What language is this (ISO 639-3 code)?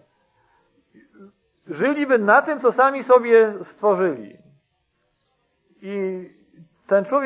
pol